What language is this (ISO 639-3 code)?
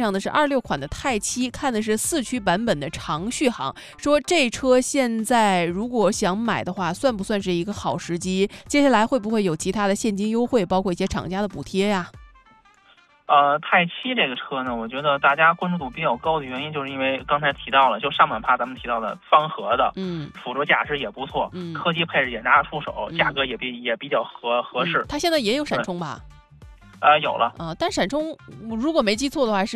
zho